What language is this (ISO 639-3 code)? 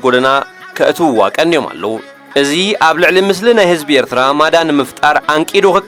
tir